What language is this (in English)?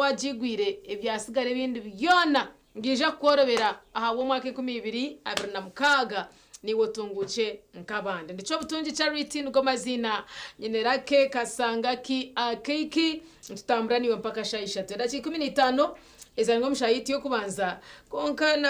Nyankole